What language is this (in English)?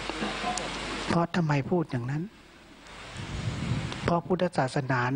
Thai